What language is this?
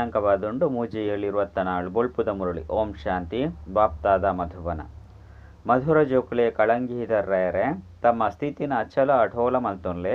Tulu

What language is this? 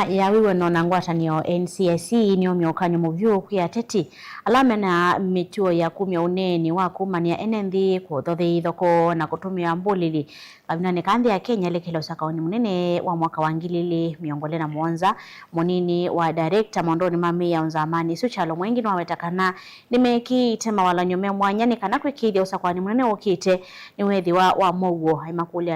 Kamba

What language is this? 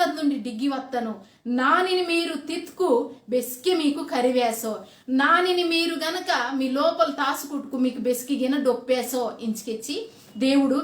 Koya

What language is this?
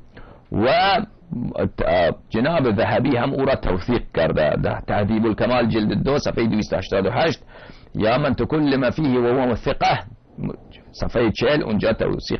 Persian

